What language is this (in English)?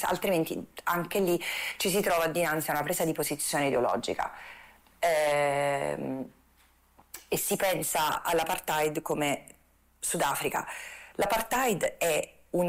Italian